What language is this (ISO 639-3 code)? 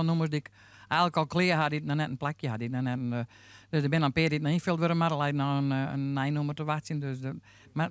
fry